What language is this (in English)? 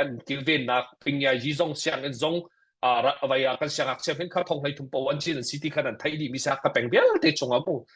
Hakha Chin